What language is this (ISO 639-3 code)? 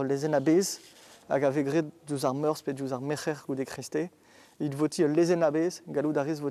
bre